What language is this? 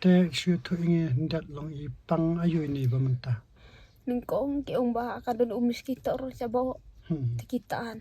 Khasi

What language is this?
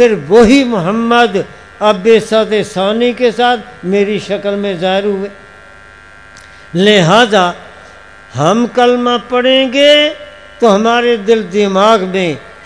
Urdu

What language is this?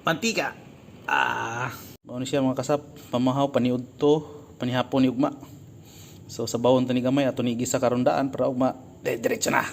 Cebuano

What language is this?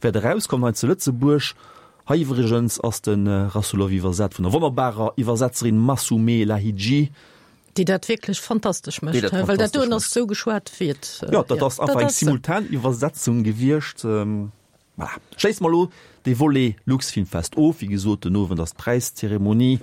Luxembourgish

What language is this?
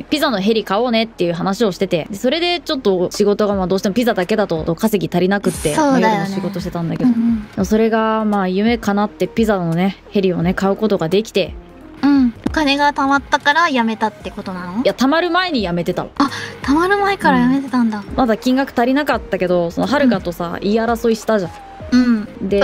Japanese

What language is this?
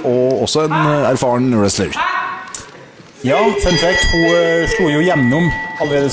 Norwegian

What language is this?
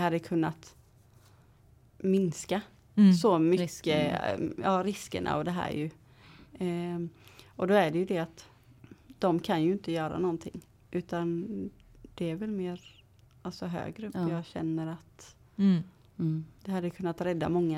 Swedish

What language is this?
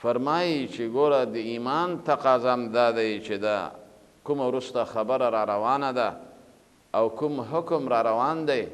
Pashto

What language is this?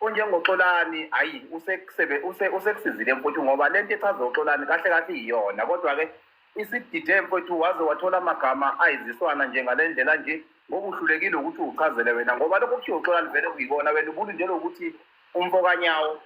Zulu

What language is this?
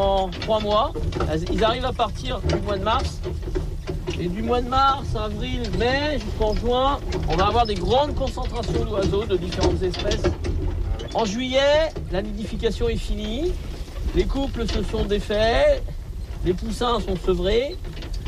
French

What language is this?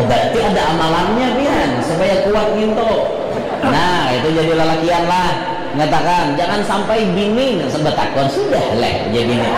Banjar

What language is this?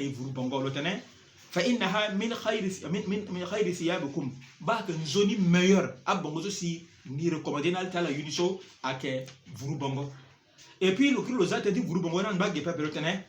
Sango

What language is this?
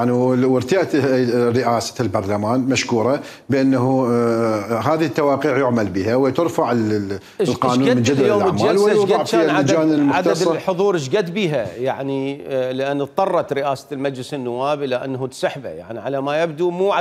Mesopotamian Arabic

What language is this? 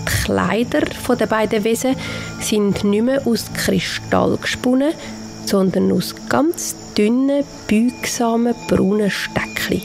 Swiss German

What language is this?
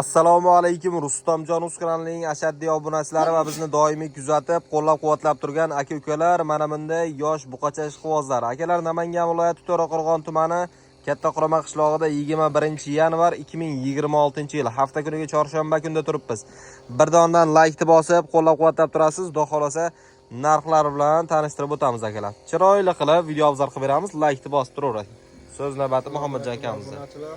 Uzbek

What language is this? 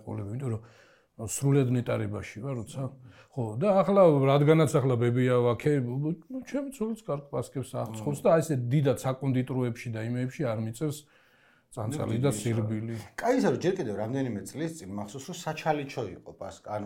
Georgian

